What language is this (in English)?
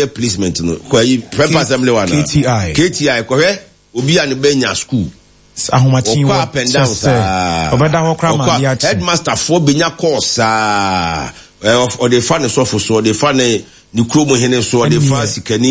Akan